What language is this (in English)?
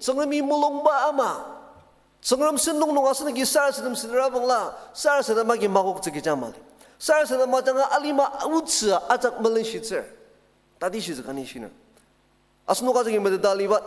Ao Naga